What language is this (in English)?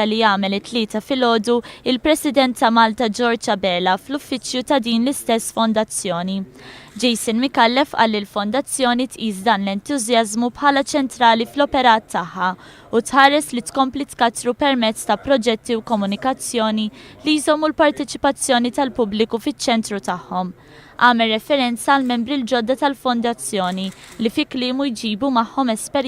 Maltese